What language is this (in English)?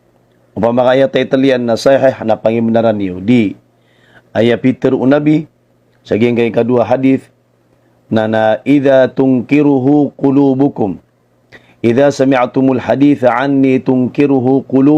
Maranao